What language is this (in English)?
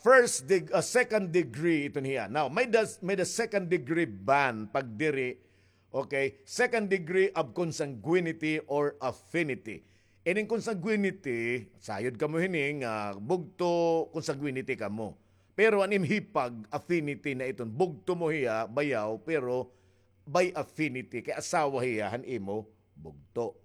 Waray